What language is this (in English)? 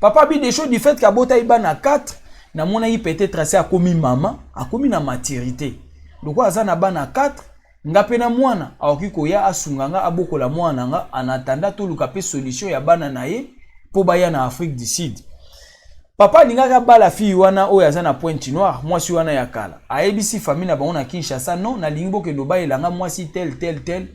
Lingala